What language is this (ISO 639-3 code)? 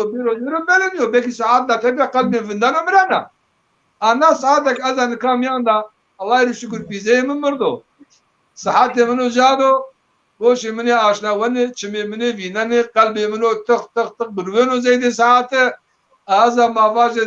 zza